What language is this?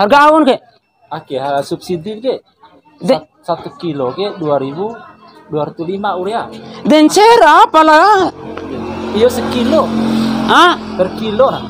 Bima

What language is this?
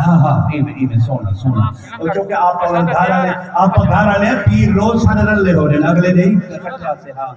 Saraiki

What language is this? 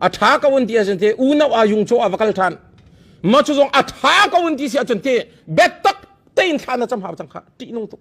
Hakha Chin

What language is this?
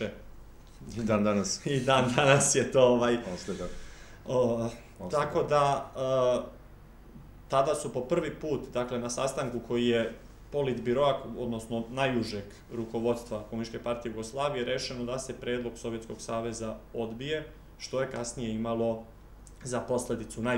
Serbian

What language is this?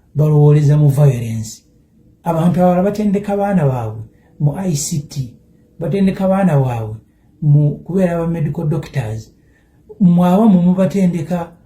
Ganda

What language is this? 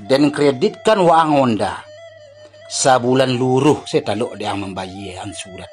Minangkabau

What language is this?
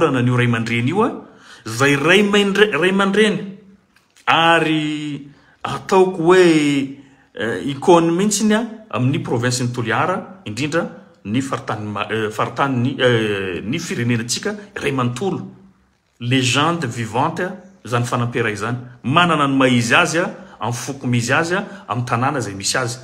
Malagasy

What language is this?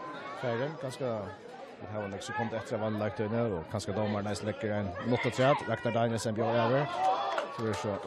Faroese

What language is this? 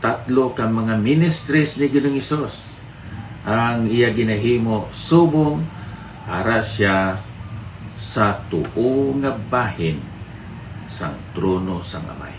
Hiligaynon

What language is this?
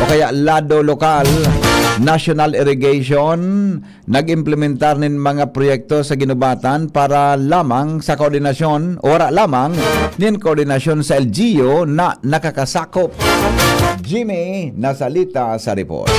Bikol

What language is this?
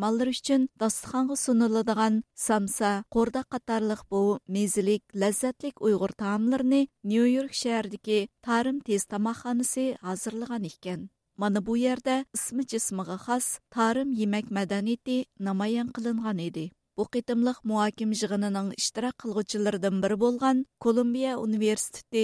Uyghur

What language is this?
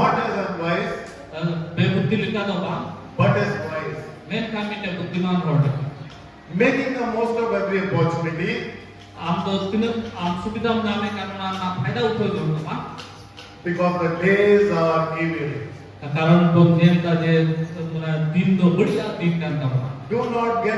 Santali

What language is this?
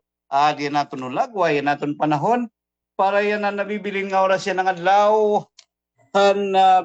Waray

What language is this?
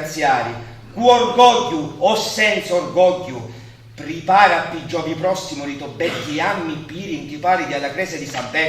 Sicilian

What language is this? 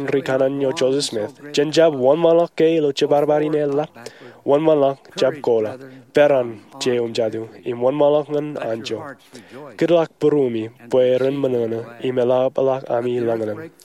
Marshallese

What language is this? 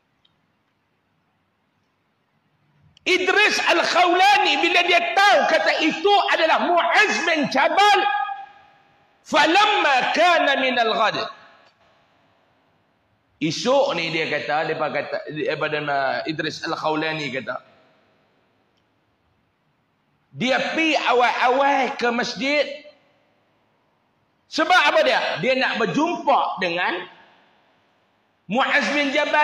Malay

